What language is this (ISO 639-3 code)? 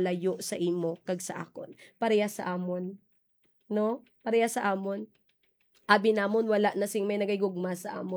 hil